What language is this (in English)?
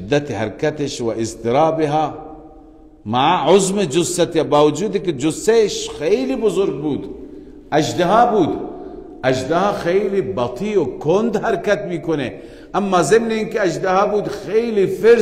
Persian